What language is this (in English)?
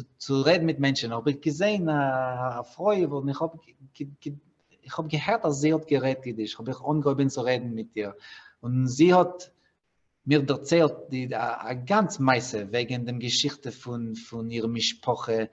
Yiddish